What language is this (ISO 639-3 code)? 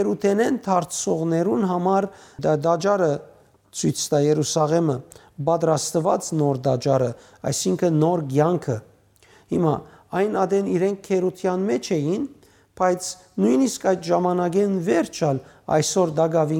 hyw